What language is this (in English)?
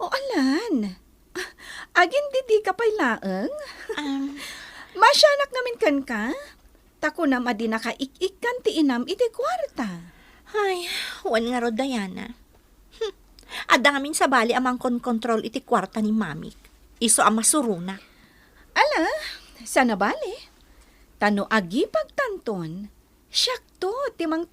Iloko